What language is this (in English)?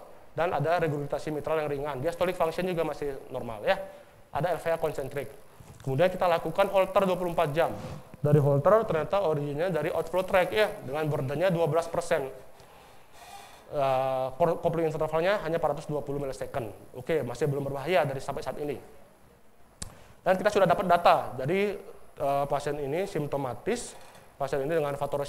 Indonesian